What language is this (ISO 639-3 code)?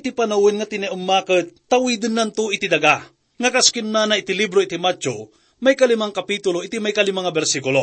ilo